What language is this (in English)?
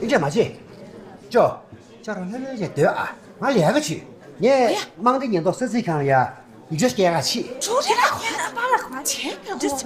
Tibetan